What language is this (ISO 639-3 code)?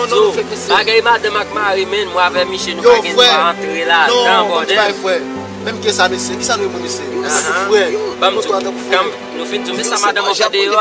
hat